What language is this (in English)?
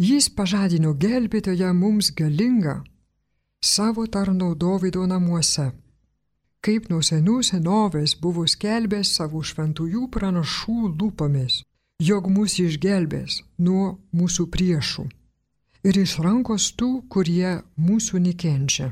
Lithuanian